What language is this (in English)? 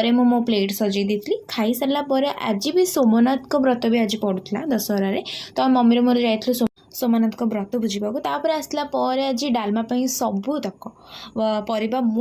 Odia